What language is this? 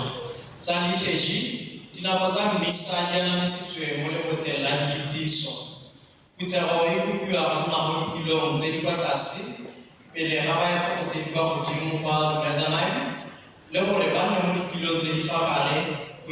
Tswana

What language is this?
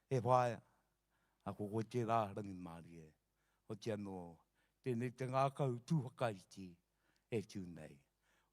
Māori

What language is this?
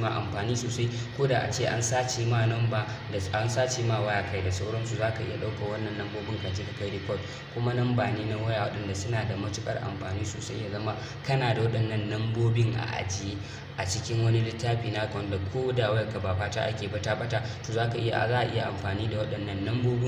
Hausa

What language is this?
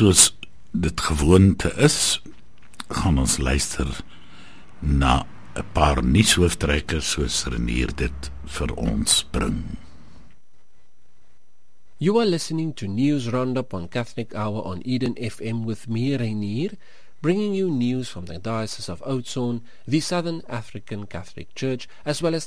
Afrikaans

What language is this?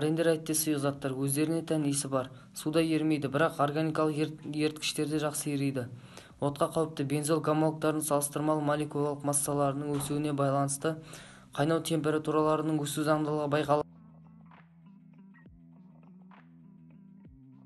Kazakh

